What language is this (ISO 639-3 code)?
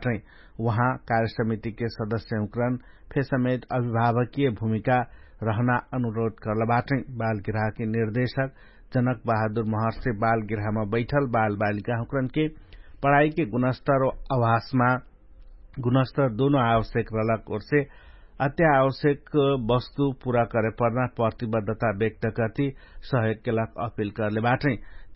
thl